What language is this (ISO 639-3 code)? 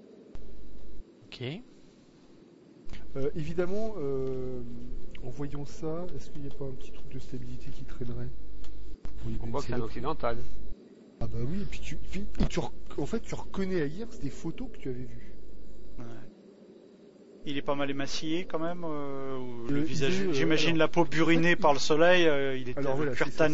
fra